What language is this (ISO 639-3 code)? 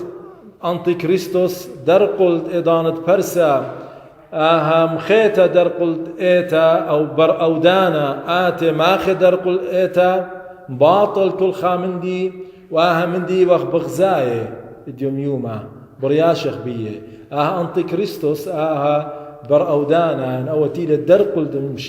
aii